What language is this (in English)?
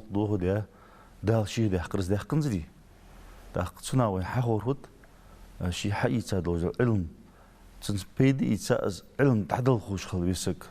Ingush